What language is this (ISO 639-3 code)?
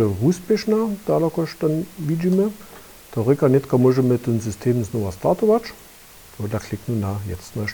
hsb